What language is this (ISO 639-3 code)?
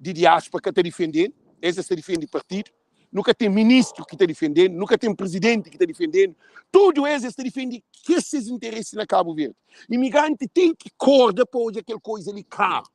kea